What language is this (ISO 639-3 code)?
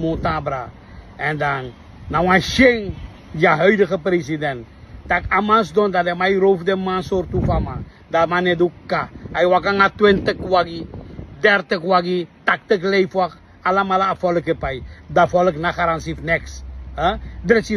srn